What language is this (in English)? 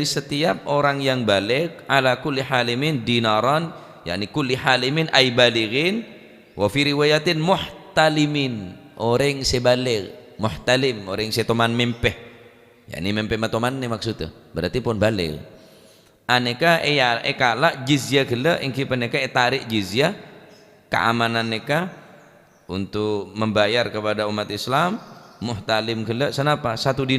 Madurese